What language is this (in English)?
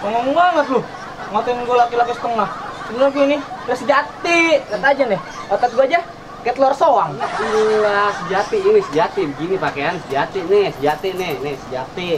Betawi